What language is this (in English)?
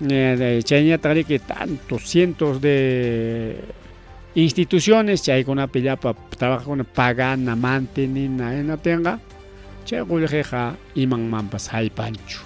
Ayacucho Quechua